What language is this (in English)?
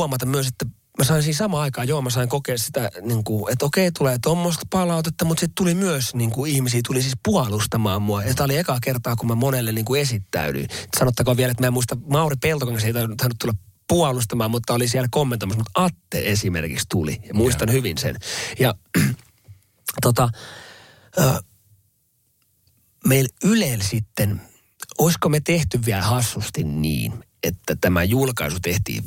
Finnish